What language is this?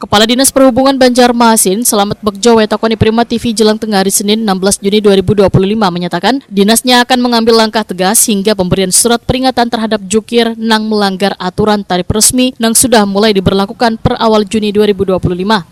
Banjar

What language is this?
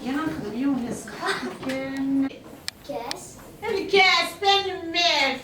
Kabyle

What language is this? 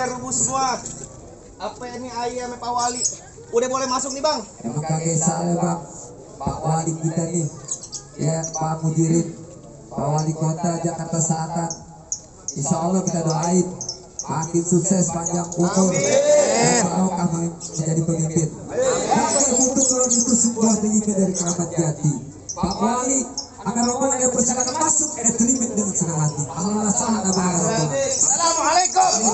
Betawi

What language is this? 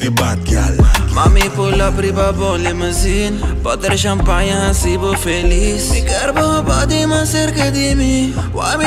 Papiamento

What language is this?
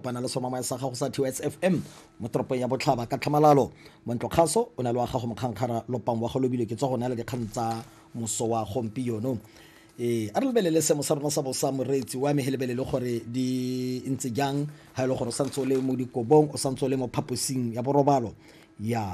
Tswana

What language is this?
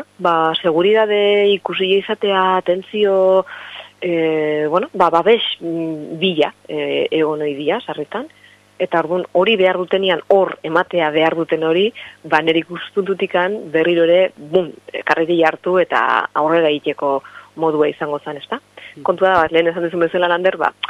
Basque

